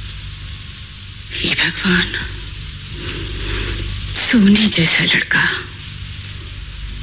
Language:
Hindi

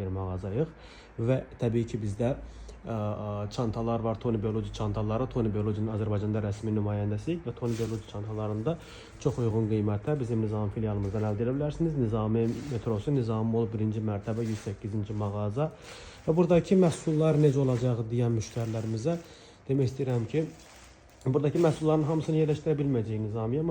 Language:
Azerbaijani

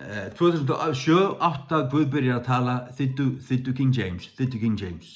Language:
Faroese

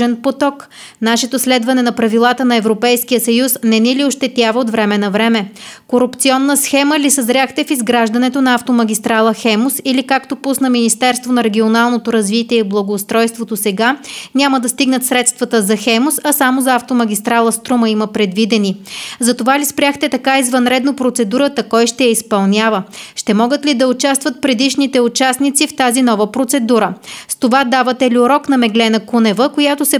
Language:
Bulgarian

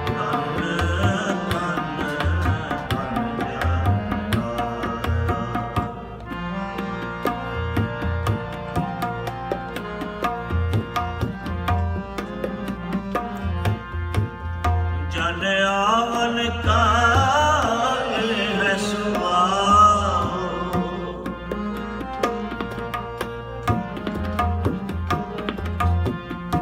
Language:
Punjabi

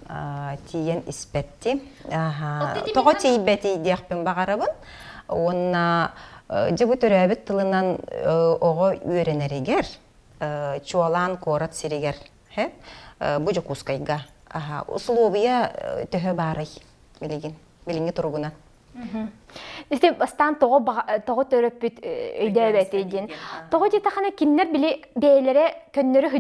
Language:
Yakut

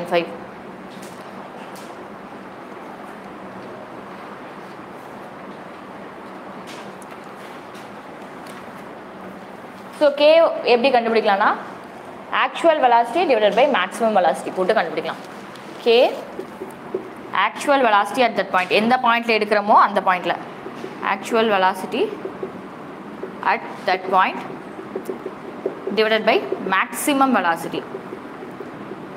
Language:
Tamil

